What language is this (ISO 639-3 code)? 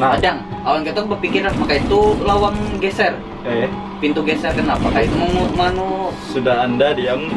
bjn